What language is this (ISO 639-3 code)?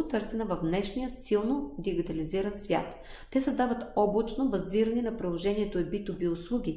bul